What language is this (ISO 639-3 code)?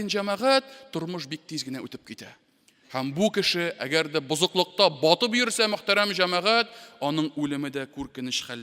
tat